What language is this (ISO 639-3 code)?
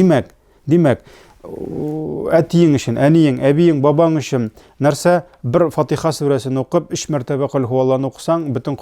tat